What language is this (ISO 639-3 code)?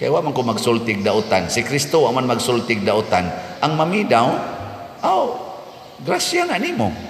ceb